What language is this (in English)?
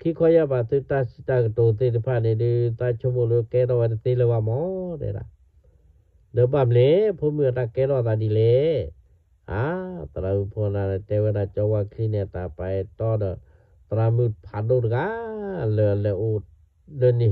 S'gaw Karen